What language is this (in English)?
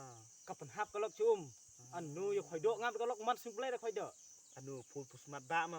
Khasi